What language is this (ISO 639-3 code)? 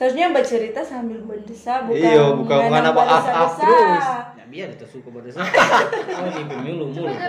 xmm